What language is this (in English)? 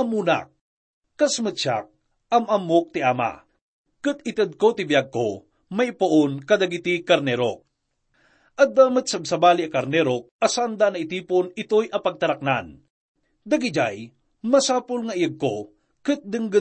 Iloko